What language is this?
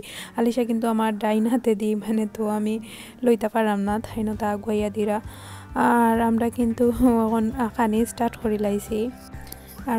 Sylheti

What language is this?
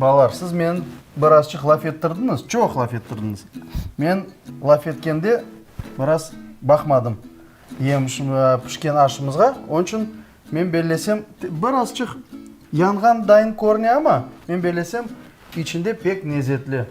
Crimean Tatar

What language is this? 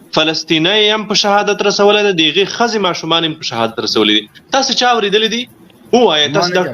Pashto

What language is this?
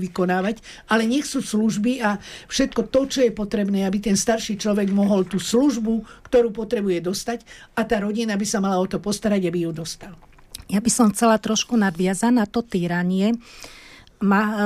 Slovak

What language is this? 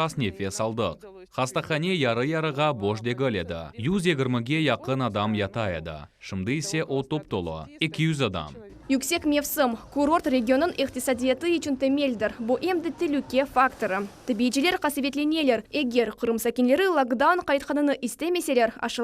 Crimean Tatar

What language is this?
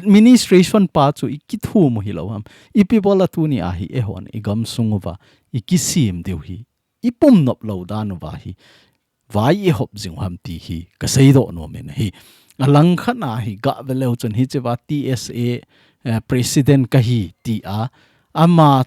Thado Chin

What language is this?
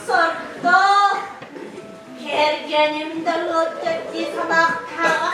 Yakut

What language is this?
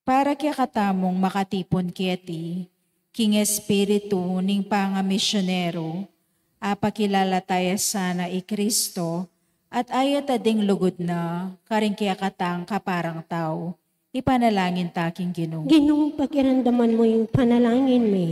Pampanga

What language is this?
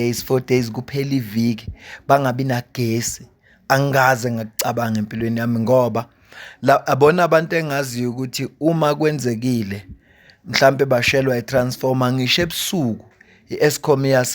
Zulu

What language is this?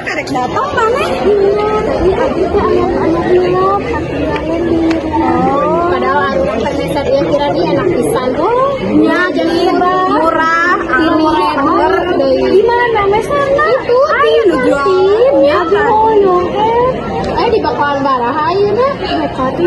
Sundanese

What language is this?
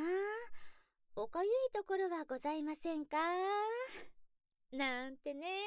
Japanese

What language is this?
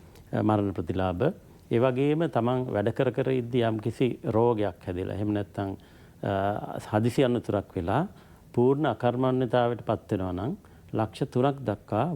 Sinhala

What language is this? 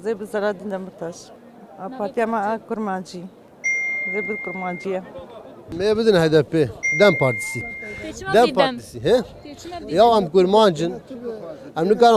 Kurdish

